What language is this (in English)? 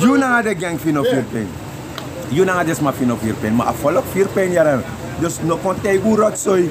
Sranan Tongo